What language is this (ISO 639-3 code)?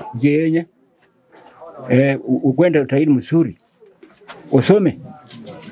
swa